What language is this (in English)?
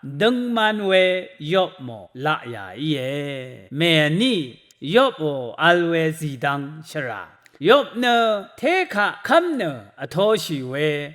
Rawang